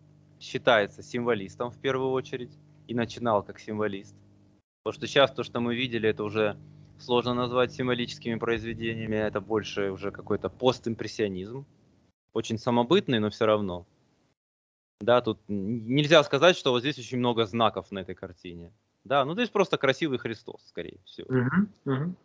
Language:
Russian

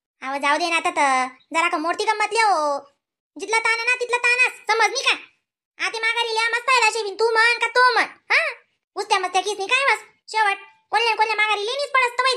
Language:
Khandesi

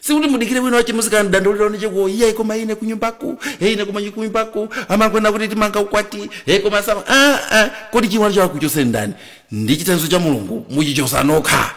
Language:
Nyanja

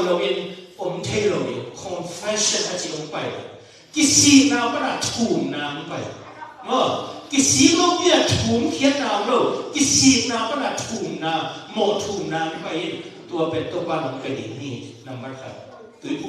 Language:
Tedim Chin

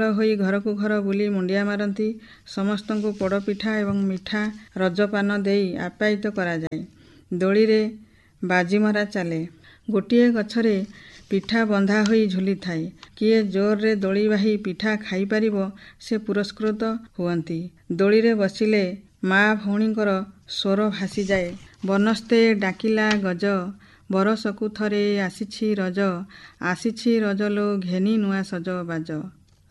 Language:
Odia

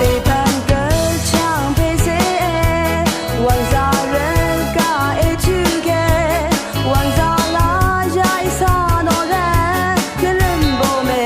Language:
Rawang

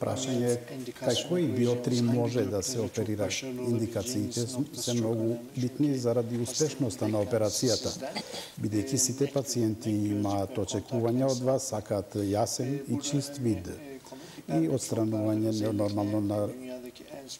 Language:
Macedonian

